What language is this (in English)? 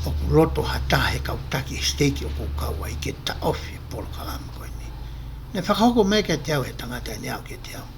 Tongan